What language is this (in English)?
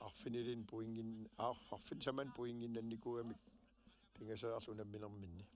Kalaallisut